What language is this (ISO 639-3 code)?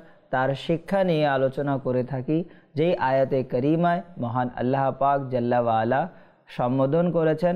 ben